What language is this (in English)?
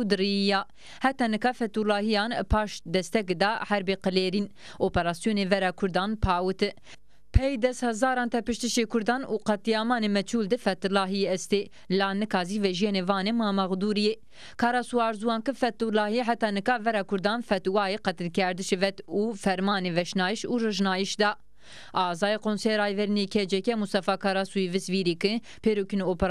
Zaza